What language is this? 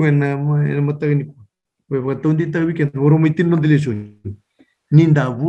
Fijian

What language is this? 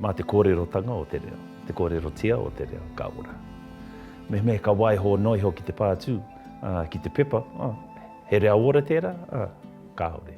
Māori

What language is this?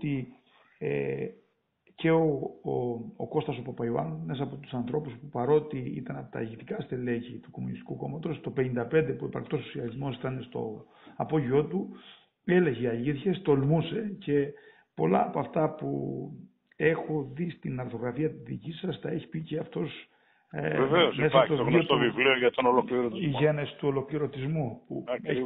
Greek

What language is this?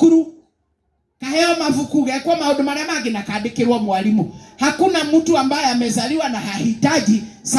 Kikuyu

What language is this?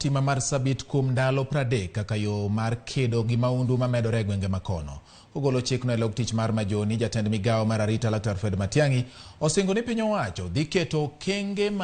Luo (Kenya and Tanzania)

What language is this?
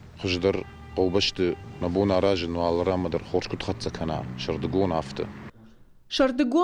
Ossetic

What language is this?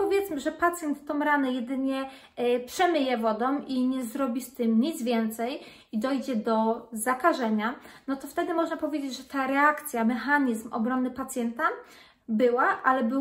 Polish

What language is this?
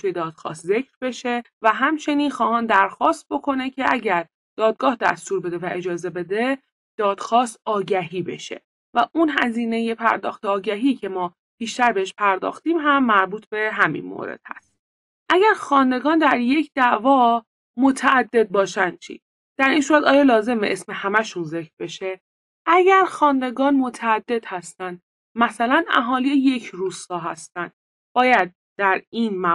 Persian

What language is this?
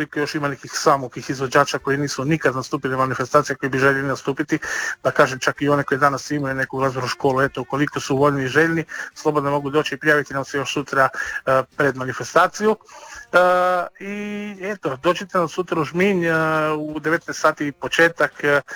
Croatian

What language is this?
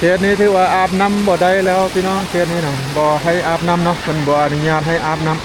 Lao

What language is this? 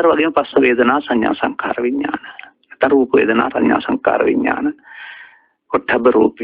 Sinhala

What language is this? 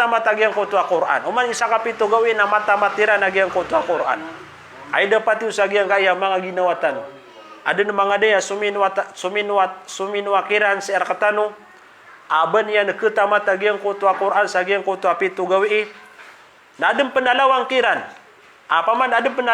Maranao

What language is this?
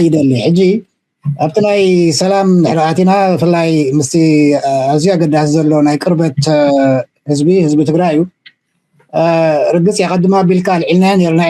Tigrinya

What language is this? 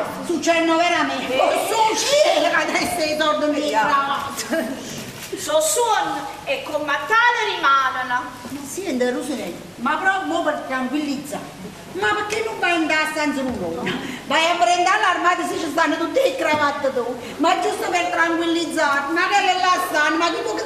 Neapolitan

